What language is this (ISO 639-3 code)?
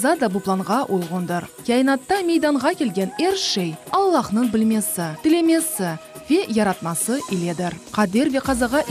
crh